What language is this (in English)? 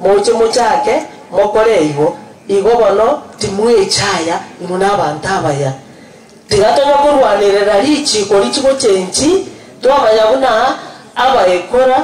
Gusii